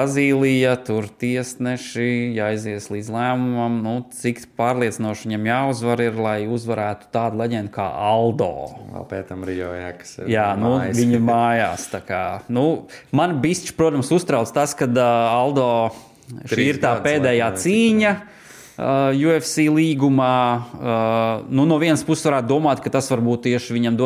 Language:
Latvian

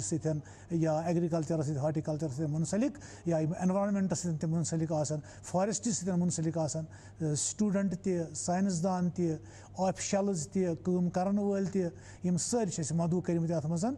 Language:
Kashmiri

